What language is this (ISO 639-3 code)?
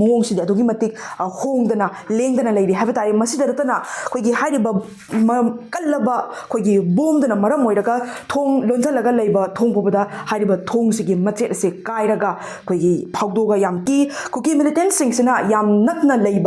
mni